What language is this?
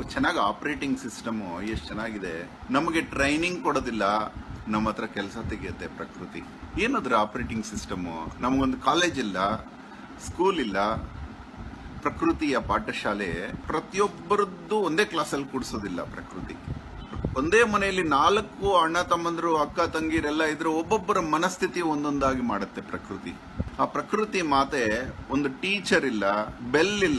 Kannada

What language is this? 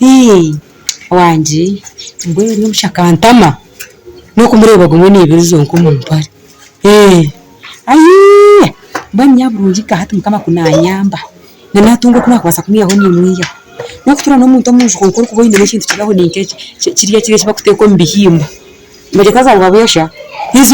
Nyankole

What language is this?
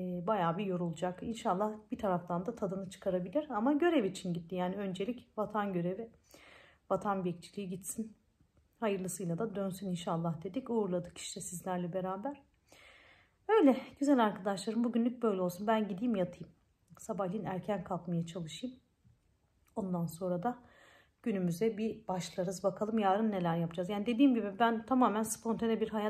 Turkish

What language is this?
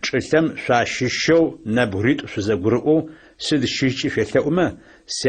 Adyghe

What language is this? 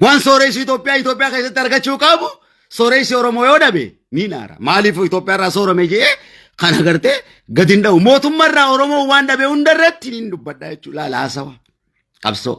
Oromo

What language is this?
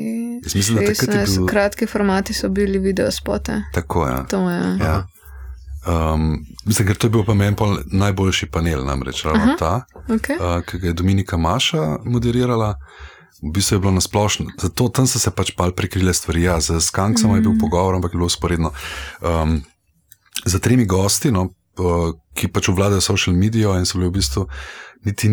Slovenian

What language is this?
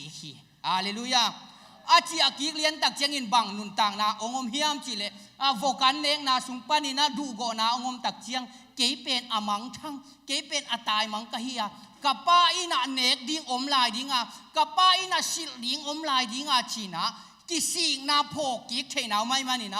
Tedim Chin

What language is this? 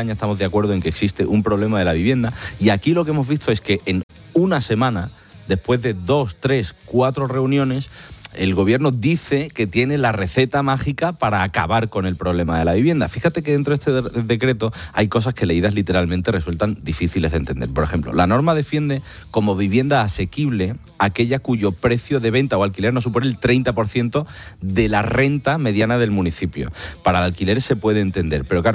Spanish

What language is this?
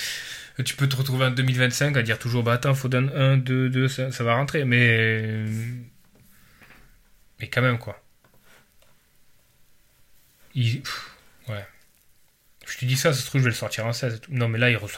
French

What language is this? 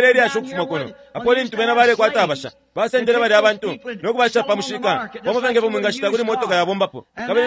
Bemba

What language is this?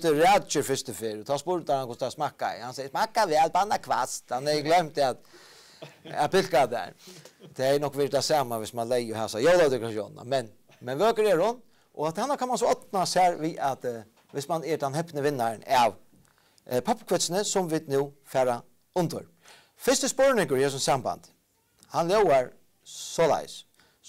Faroese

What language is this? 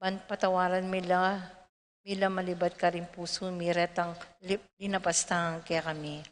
Pampanga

